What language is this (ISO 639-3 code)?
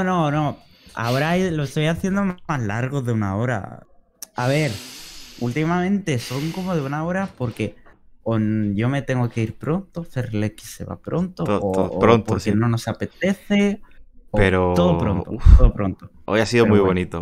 spa